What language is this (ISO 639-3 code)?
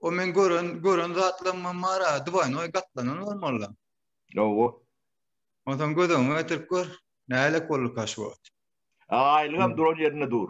tuk